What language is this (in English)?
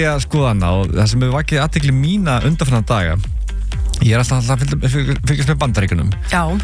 Icelandic